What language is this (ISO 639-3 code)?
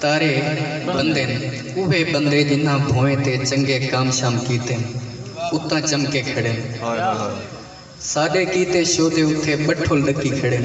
skr